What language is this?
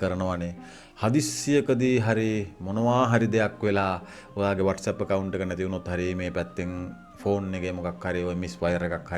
Sinhala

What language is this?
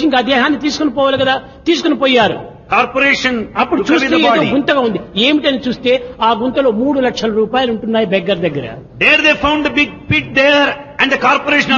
Telugu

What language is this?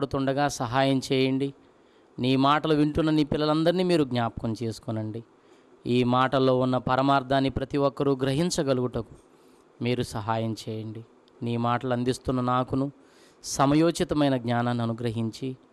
Telugu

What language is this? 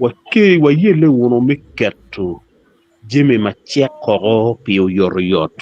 Acoli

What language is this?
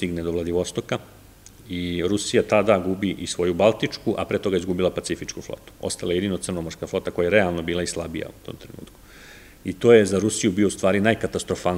Serbian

